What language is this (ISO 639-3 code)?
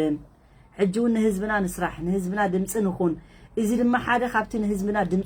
tir